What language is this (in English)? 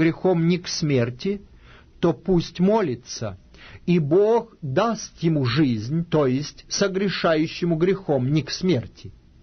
Russian